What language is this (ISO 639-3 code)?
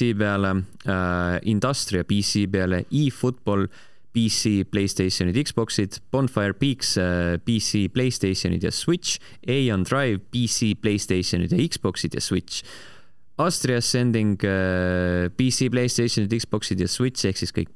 est